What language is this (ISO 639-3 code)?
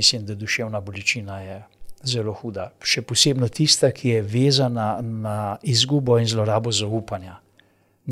slv